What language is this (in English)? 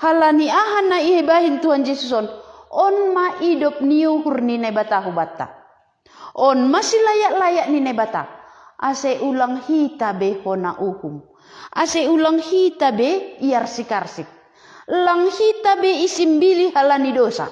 Batak Simalungun